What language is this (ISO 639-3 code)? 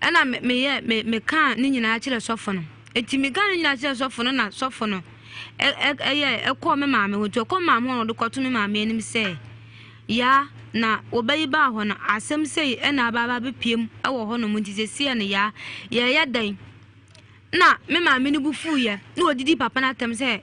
aka